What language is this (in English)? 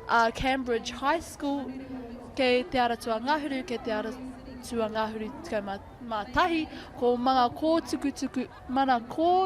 Māori